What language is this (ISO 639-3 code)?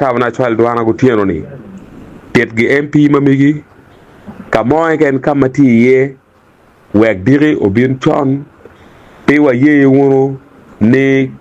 ach